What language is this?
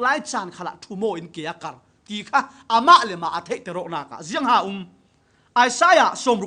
Falam Chin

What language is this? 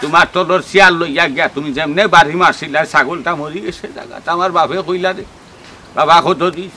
Sylheti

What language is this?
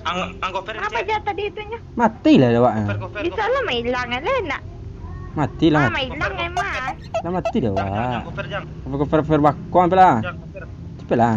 Minangkabau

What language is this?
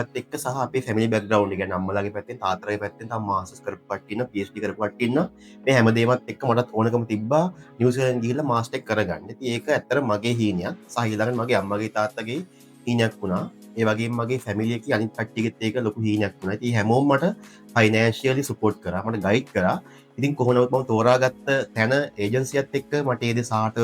Sinhala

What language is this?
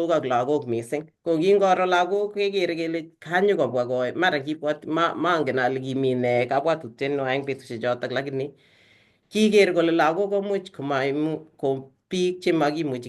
Kalenjin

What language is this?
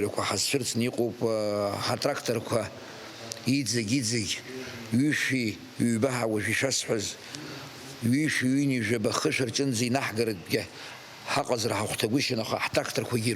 Abkhazian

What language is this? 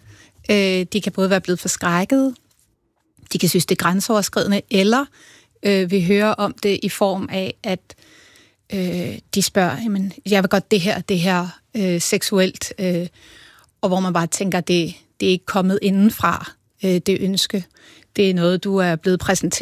Danish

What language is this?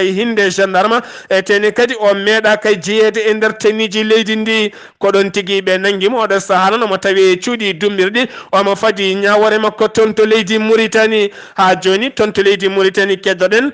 Fula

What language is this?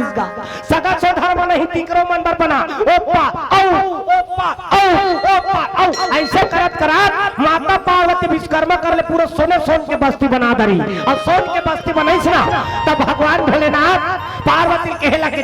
Chhattisgarhi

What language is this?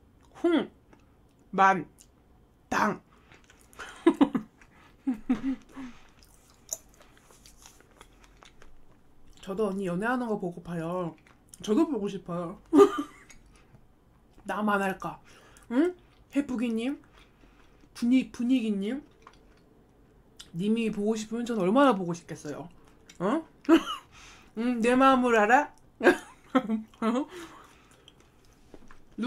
Korean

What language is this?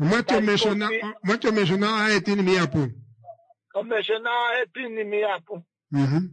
Kuanyama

